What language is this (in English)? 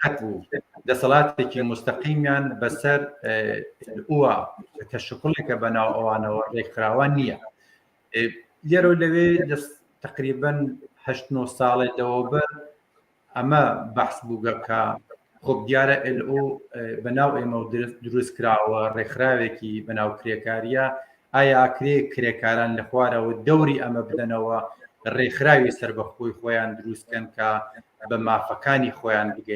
Central Kurdish